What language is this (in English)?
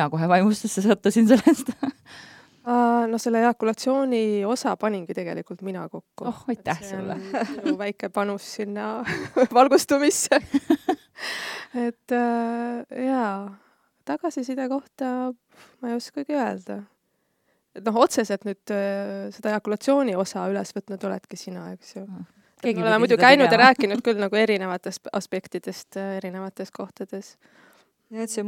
Estonian